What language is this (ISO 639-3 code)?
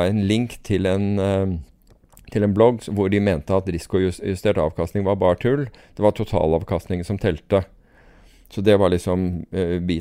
nor